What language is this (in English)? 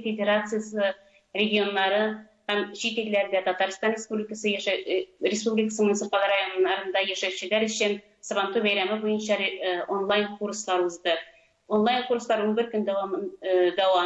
Tatar